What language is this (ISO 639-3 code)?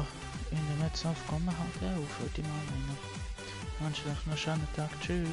gsw